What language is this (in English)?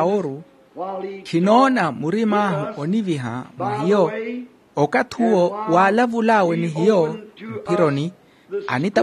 Makhuwa